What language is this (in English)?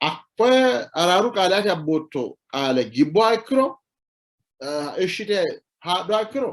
Sidamo